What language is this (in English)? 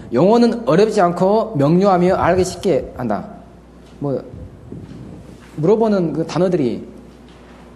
Korean